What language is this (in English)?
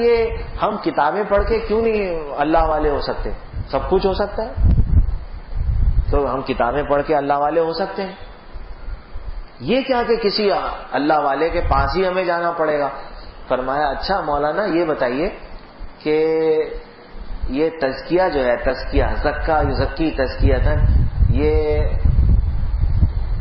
Urdu